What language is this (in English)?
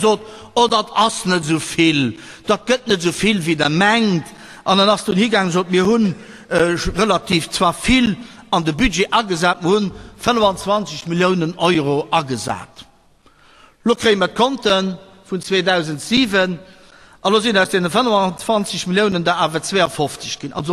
Luxembourgish